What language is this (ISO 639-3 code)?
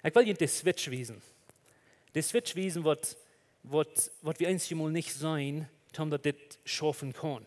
pdt